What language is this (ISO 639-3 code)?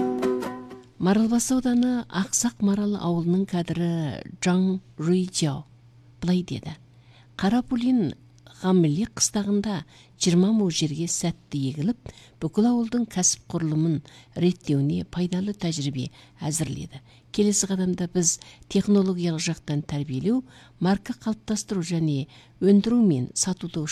kaz